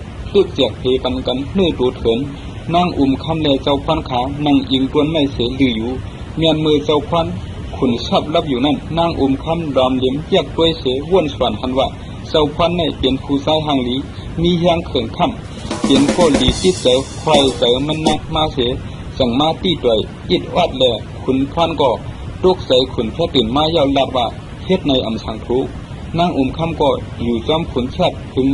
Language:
Shan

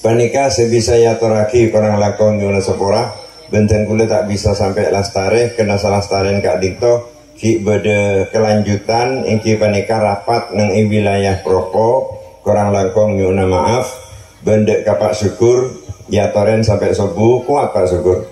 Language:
Madurese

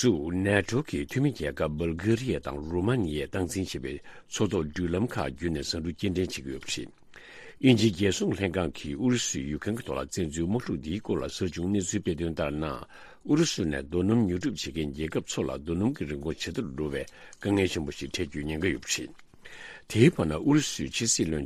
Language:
Tibetan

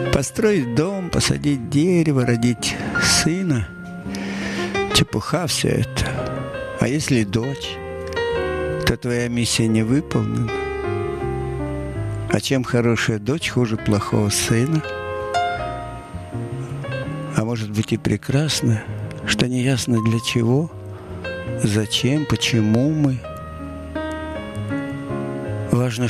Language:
Russian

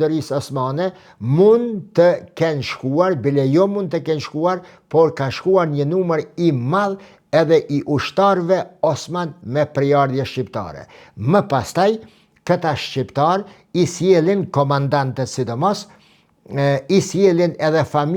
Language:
Albanian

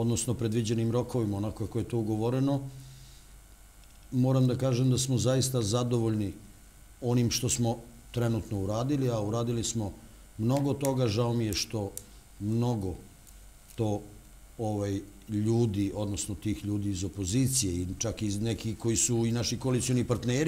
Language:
Serbian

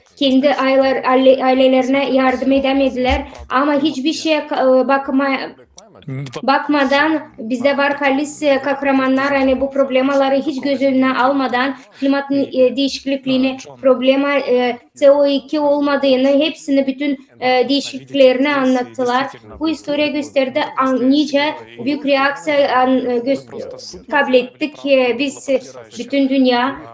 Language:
Gagauz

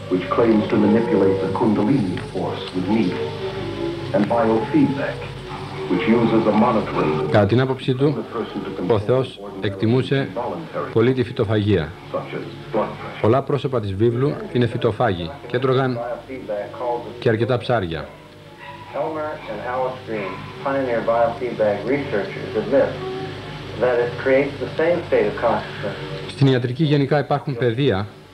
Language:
Greek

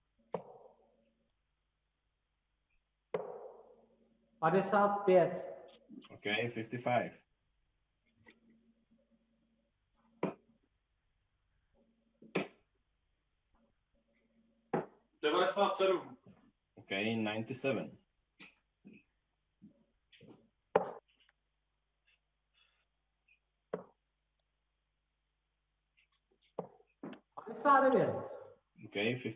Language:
Czech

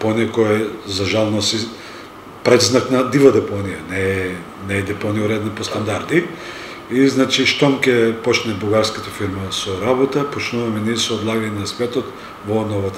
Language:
Macedonian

